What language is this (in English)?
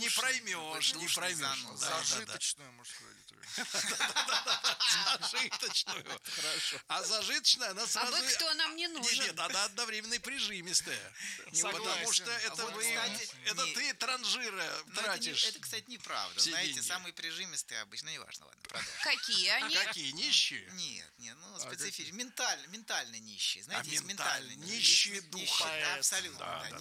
Russian